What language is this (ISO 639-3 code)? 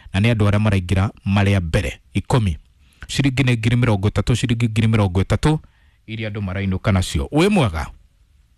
kik